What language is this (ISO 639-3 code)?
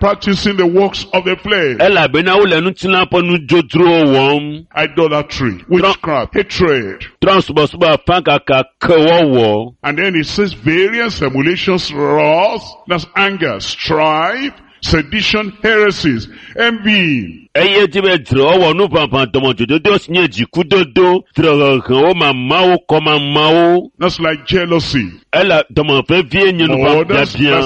ewe